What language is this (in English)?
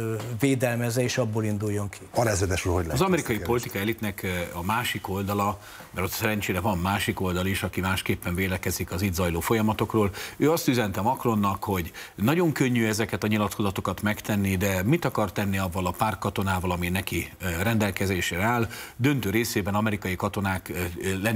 Hungarian